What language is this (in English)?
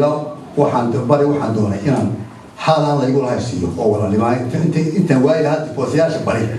Somali